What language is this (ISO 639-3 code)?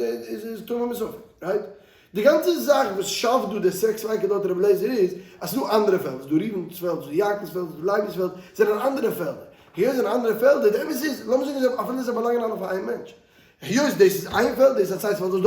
yid